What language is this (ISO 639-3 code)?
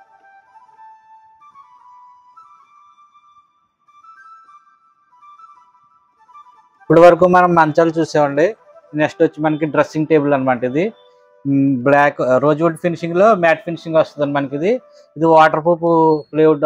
tel